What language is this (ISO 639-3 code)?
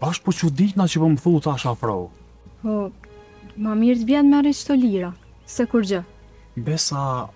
sqi